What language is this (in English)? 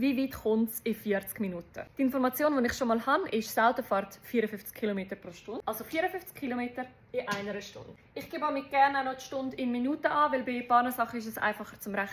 Swiss German